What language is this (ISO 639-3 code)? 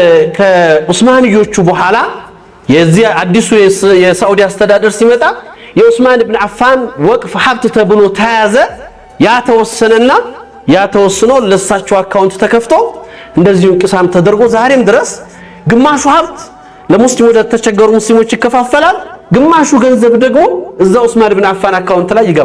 amh